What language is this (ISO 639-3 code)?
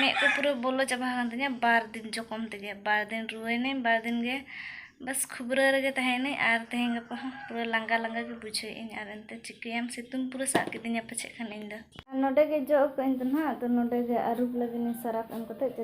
sat